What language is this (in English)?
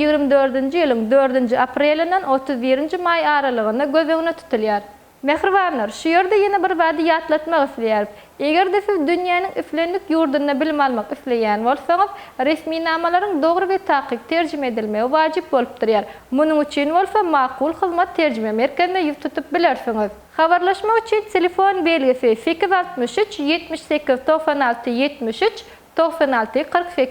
Turkmen